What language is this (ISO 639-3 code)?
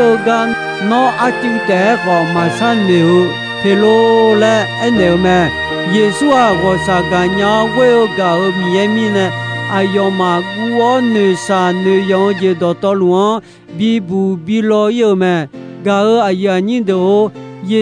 ahk